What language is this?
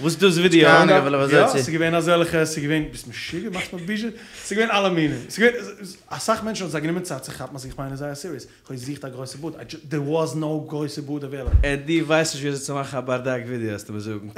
Yiddish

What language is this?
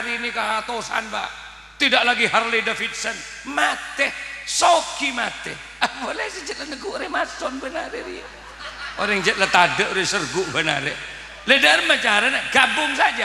Madurese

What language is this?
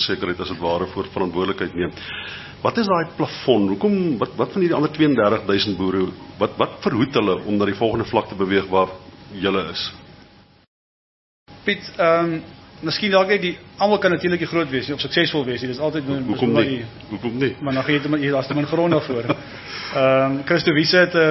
Afrikaans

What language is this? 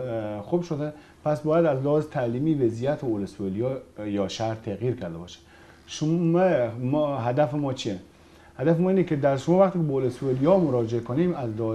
Persian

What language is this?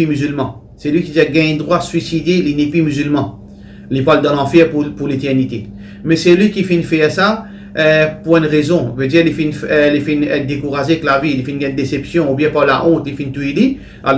Morisyen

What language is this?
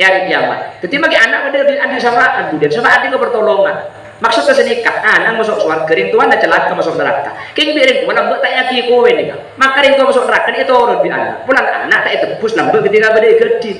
Madurese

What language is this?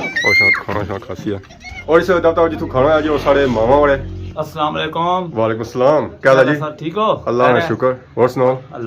Pahari-Potwari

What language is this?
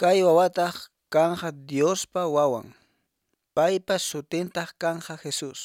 Quechua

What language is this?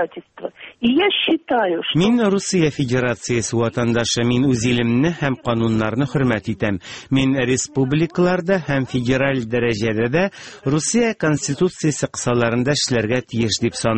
Tatar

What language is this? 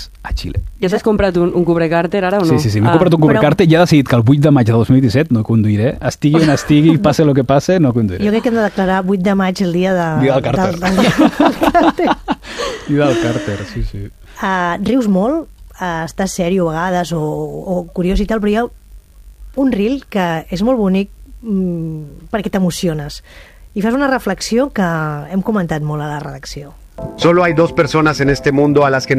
Catalan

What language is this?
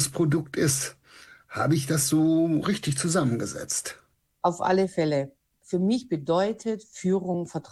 German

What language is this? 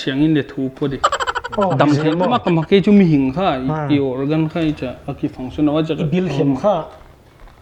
Paite Chin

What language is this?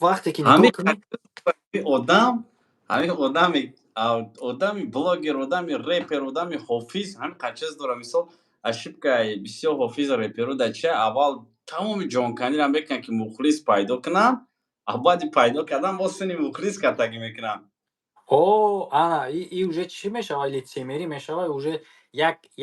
Tajik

